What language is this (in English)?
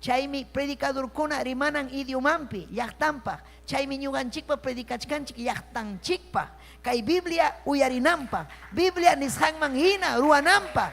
Ayacucho Quechua